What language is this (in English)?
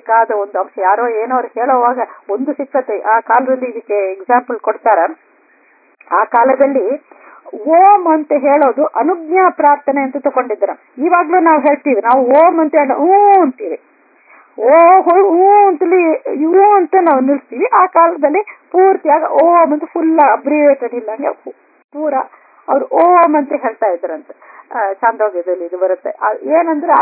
Kannada